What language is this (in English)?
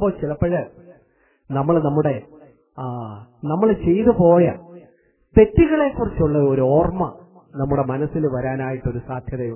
Malayalam